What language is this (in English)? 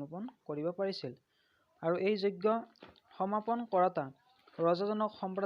Assamese